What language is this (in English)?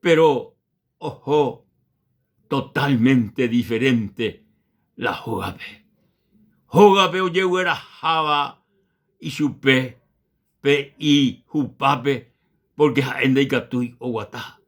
Guarani